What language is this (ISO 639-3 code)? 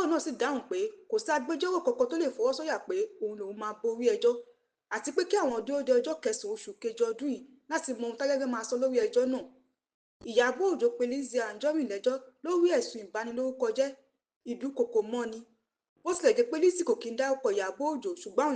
yor